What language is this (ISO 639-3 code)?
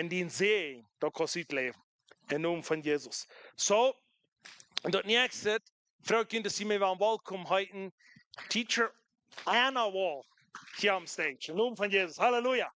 pdt